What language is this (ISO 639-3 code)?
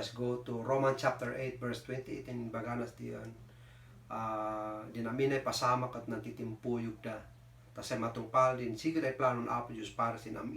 kne